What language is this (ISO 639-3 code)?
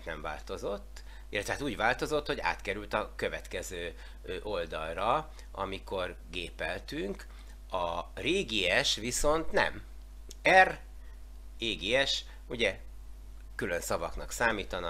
hun